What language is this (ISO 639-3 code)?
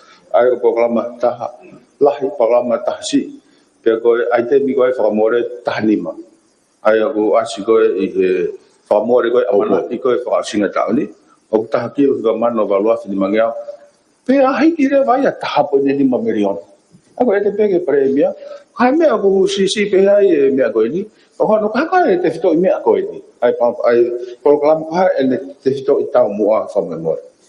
ton